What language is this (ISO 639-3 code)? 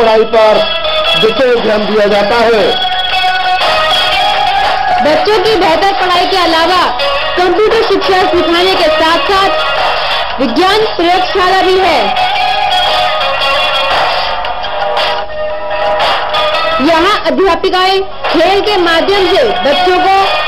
hin